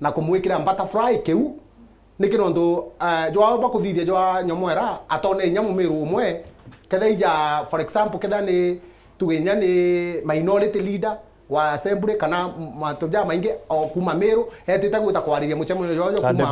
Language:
Meru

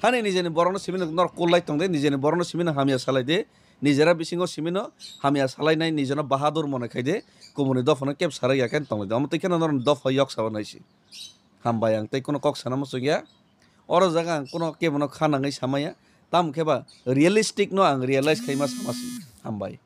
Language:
Kok Borok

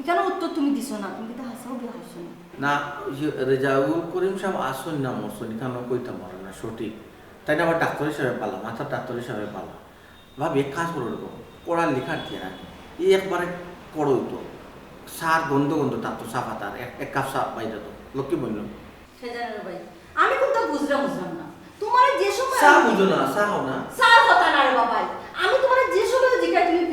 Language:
Sylheti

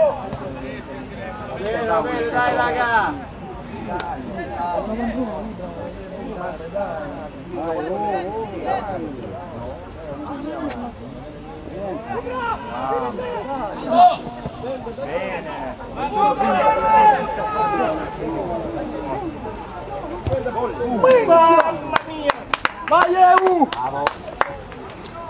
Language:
Italian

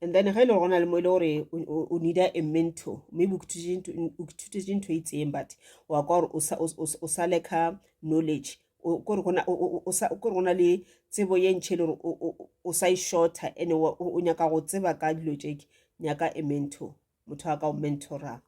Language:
Northern Sotho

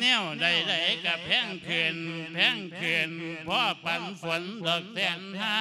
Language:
Lao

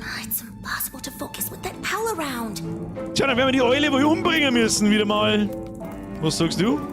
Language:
Bavarian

